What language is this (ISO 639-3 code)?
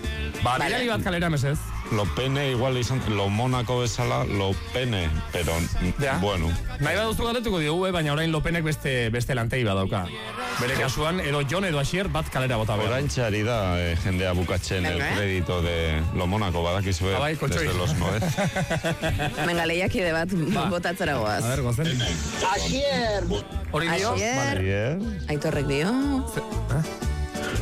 eus